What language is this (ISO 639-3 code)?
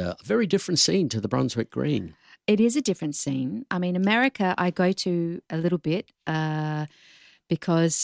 eng